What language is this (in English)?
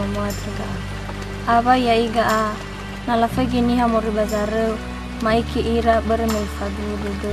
Nias